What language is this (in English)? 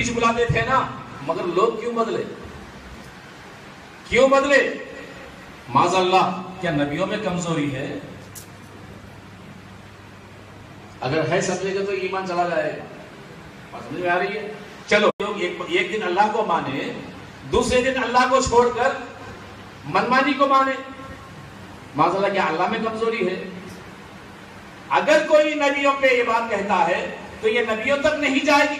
Urdu